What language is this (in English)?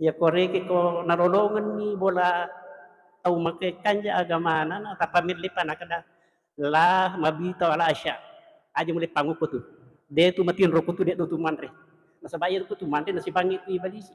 Buginese